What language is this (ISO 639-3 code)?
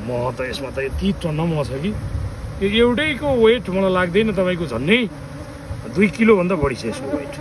nep